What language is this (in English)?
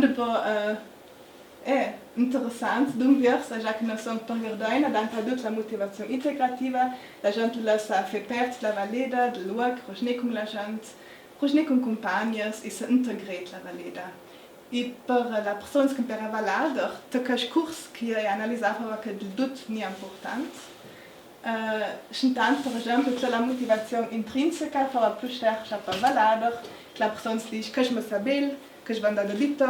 Ladin